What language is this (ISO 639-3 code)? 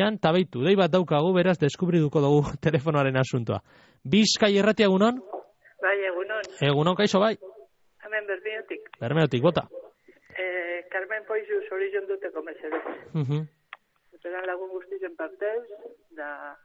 eus